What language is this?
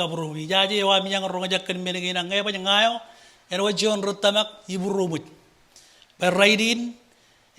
Marshallese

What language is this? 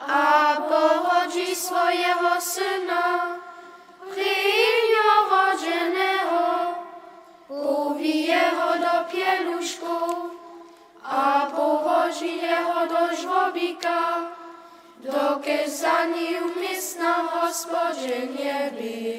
Upper Sorbian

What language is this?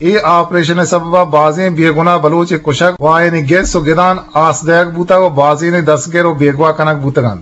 Eastern Balochi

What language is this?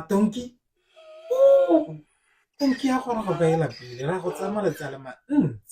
Tswana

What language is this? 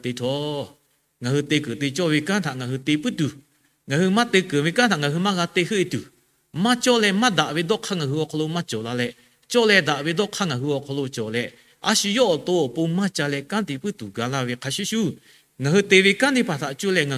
Lahu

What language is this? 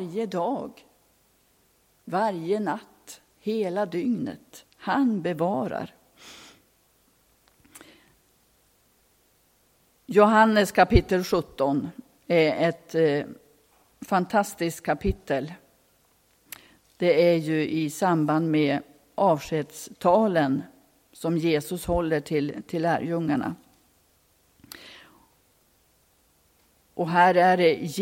Swedish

